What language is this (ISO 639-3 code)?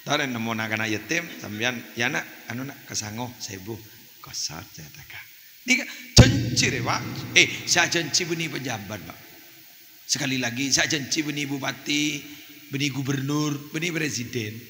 mad